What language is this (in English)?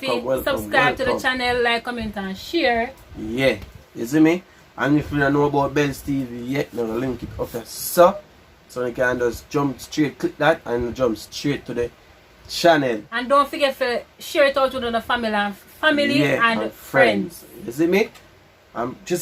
Jamaican Creole English